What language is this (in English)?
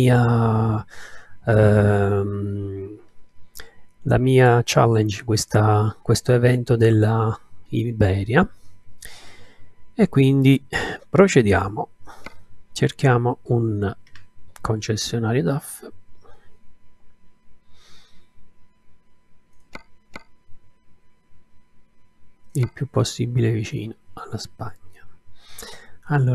Italian